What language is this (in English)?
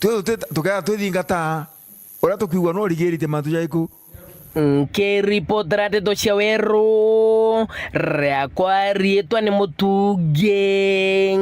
Meru